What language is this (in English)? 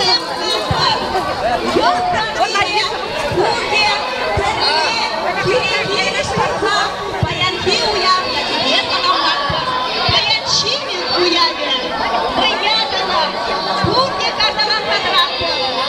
Chuvash